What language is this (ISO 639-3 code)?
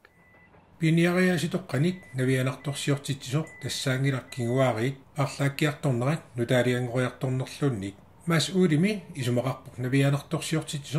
kal